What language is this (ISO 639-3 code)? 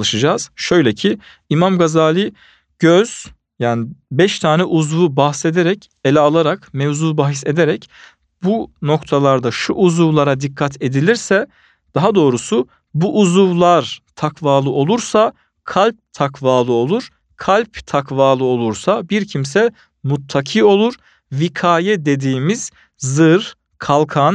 tur